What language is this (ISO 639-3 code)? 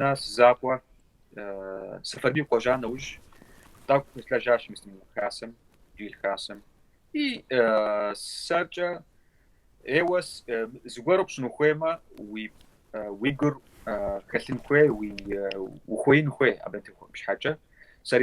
kbd